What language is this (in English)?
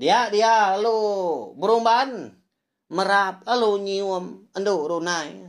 Iban